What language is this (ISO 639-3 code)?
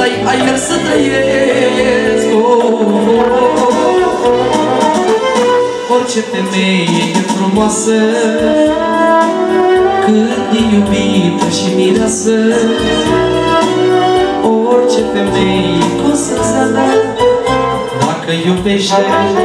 ron